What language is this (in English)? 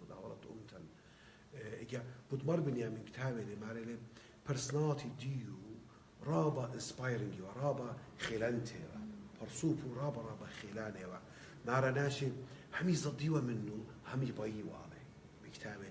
Assyrian Neo-Aramaic